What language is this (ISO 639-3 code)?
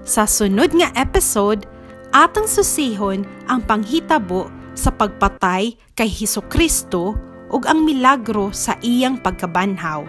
ceb